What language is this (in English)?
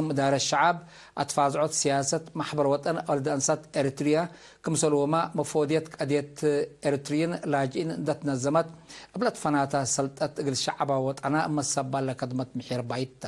Tigre